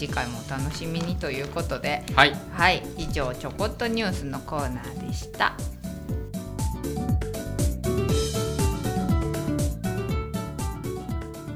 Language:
Japanese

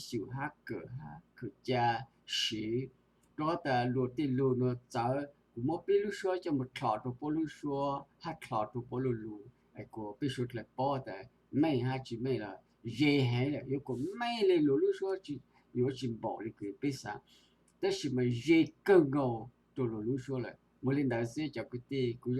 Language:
Hmong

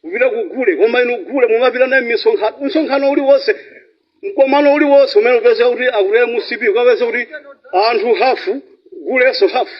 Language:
Nyanja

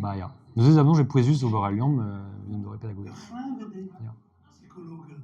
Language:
Breton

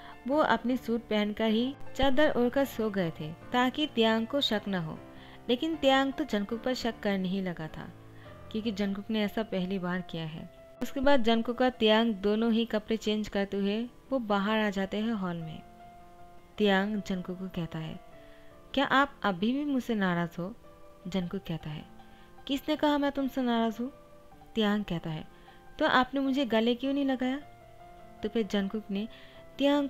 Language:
Hindi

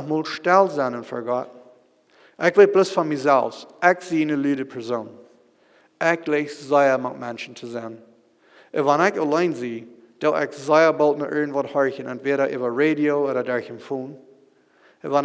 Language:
Plautdietsch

